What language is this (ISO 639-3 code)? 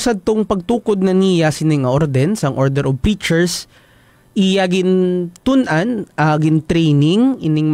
hil